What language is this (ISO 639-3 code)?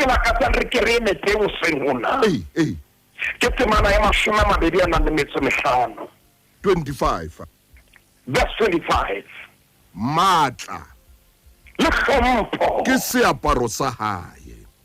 sot